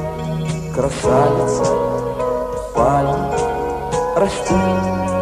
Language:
Russian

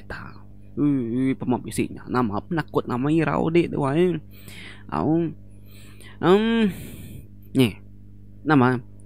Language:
Iban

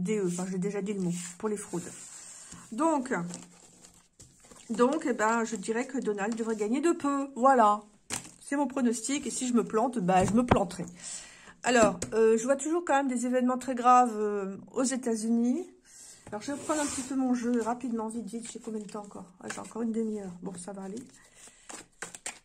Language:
French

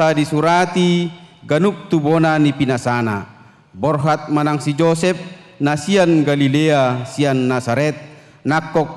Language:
Batak Toba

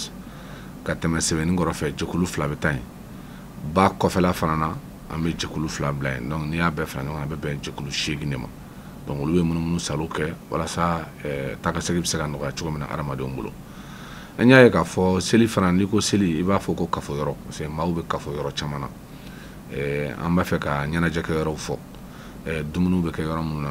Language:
Bambara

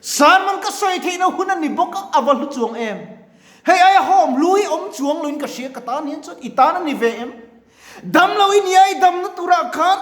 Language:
Mizo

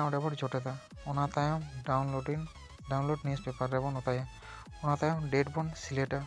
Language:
Santali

